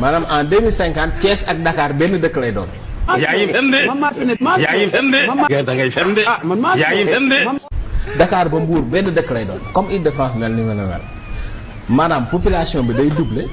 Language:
Wolof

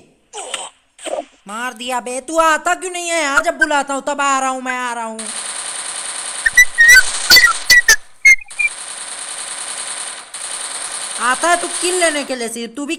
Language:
Hindi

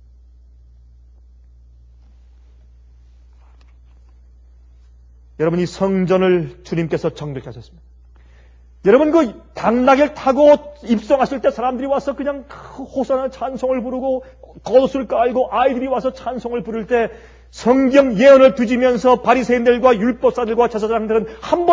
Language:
Korean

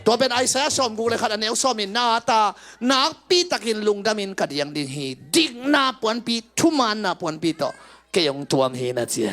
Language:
Tedim Chin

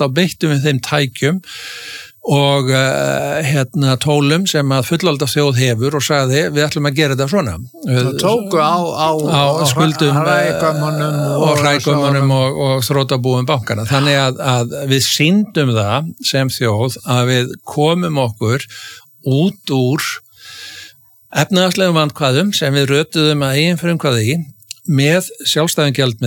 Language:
Icelandic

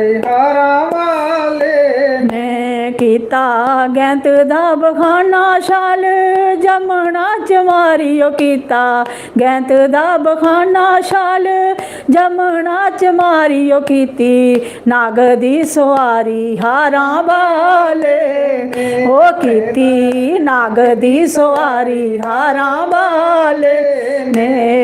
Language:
Dogri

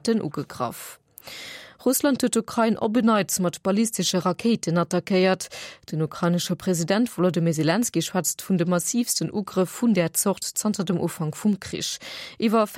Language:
Luxembourgish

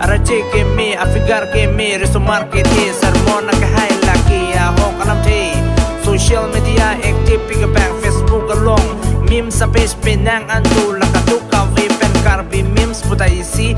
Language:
Karbi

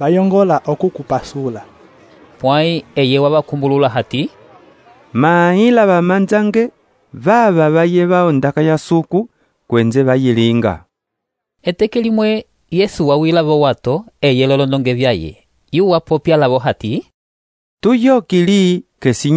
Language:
Umbundu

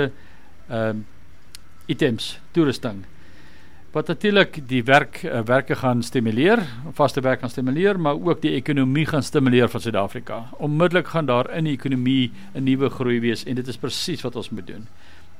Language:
Afrikaans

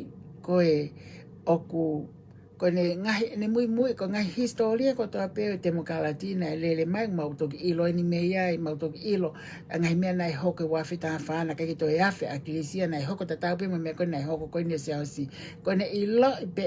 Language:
Tongan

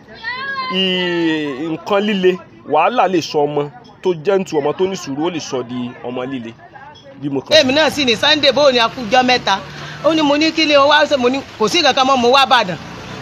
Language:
Yoruba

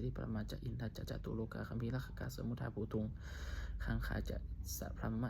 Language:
Pali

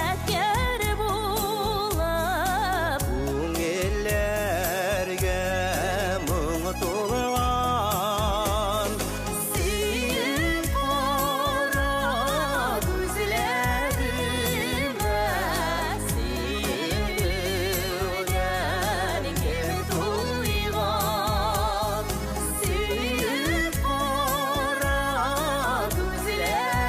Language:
Bashkir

